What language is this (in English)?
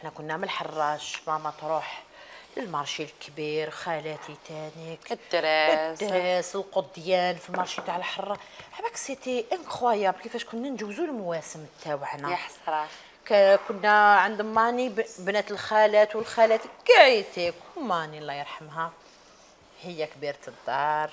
Algerian Arabic